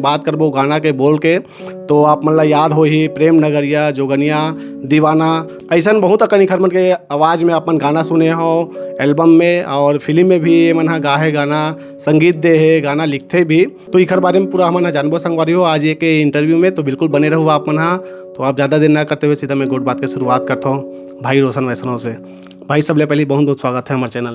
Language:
Chhattisgarhi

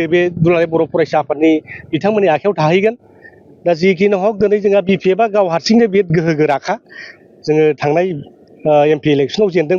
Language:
Bodo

